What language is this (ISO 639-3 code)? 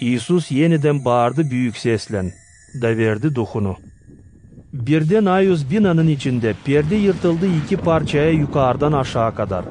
gag